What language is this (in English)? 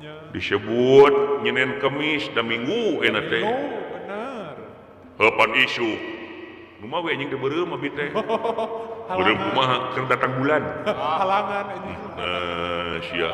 Sundanese